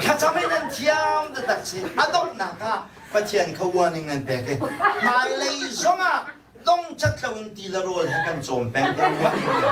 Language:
Hakha Chin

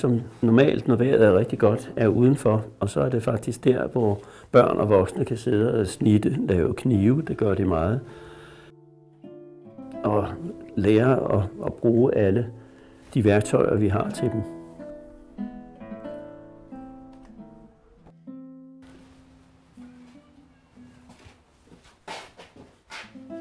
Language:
Danish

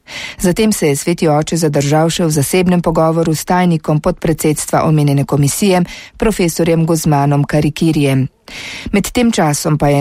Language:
Slovenian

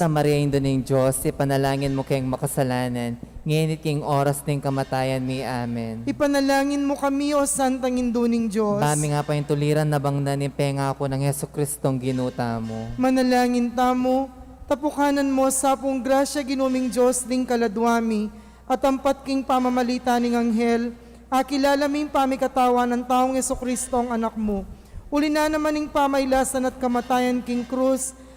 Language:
Pampanga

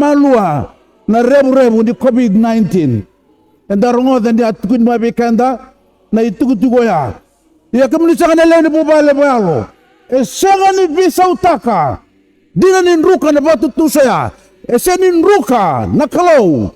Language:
Fijian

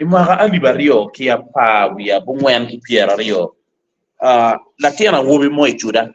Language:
Acoli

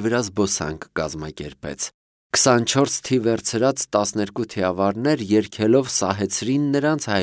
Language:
Armenian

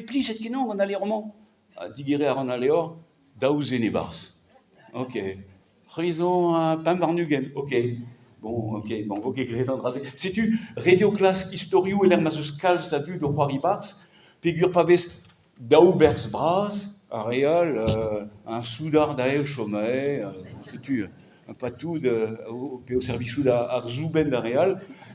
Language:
Breton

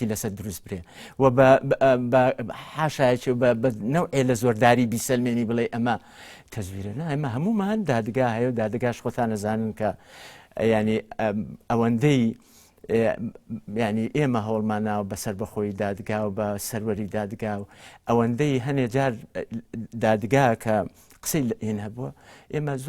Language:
Central Kurdish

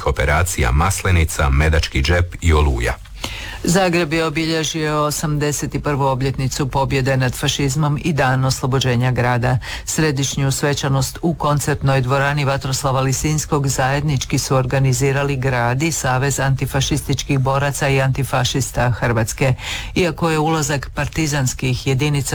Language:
Croatian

